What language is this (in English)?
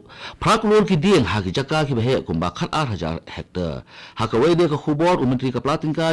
Khasi